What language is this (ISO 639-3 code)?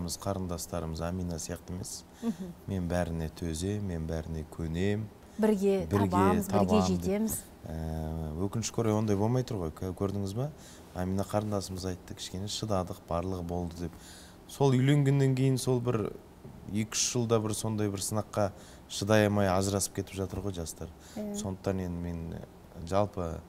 kaz